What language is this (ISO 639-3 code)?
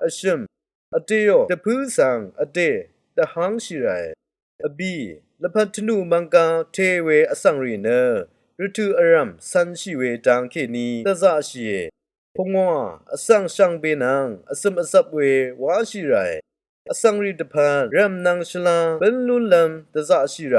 raw